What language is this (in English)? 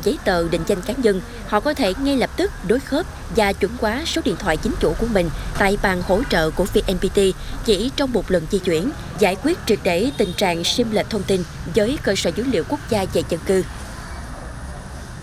Vietnamese